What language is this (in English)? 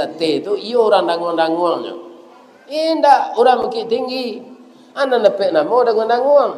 Minangkabau